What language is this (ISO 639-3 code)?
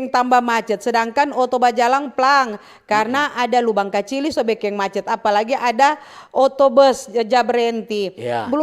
xmm